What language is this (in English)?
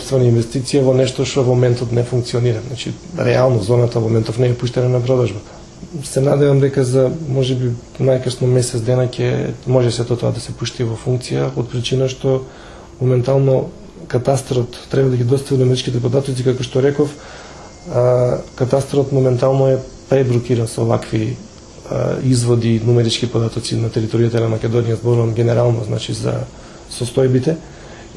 Macedonian